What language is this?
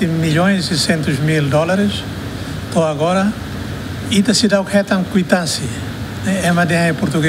Tetum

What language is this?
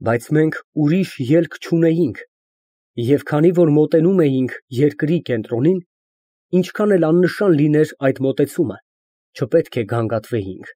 Armenian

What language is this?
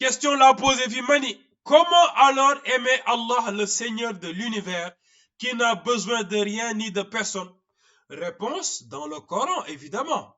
Wolof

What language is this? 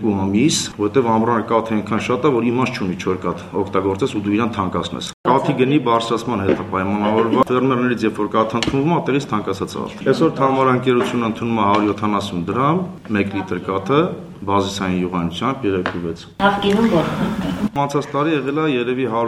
Armenian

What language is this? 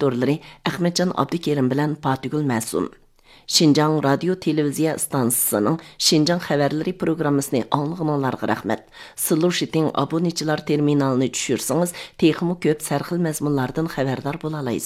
Uyghur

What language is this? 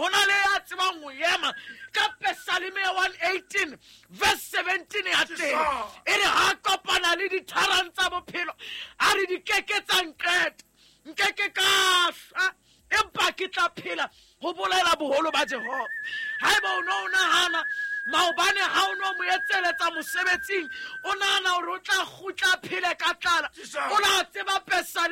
Southern Sotho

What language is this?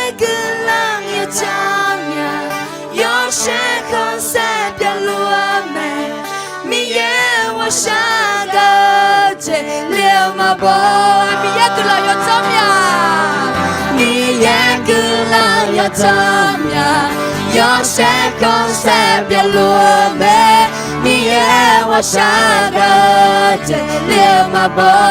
Akha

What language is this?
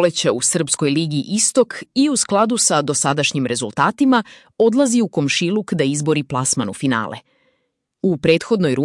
Serbian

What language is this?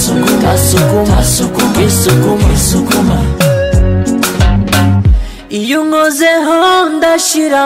Kinyarwanda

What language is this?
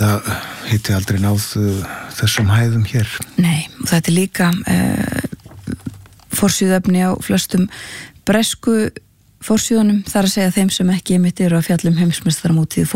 Icelandic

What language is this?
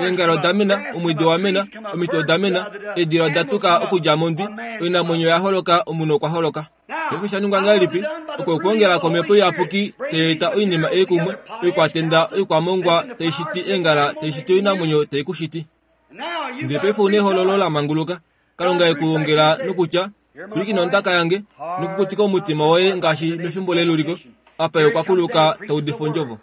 Kuanyama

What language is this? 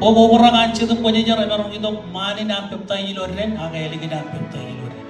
Marshallese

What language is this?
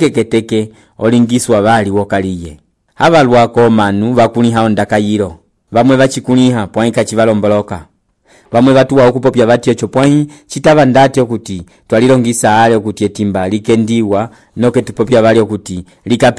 Umbundu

